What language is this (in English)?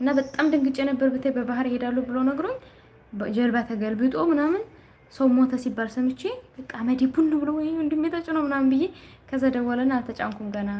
Amharic